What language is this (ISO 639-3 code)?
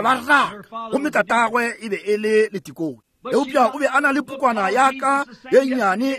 nso